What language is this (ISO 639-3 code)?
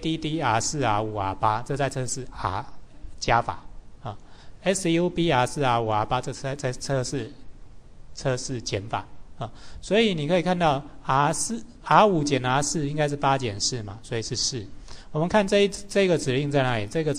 zho